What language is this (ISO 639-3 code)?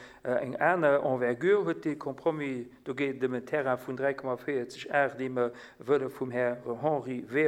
ltz